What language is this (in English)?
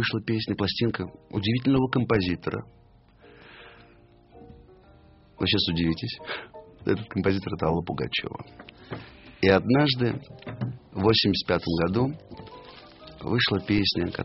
Russian